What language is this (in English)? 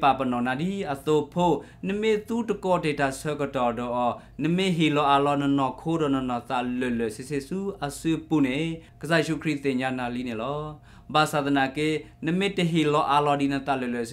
S'gaw Karen